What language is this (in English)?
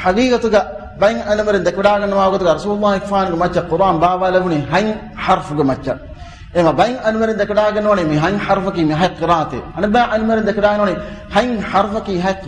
Divehi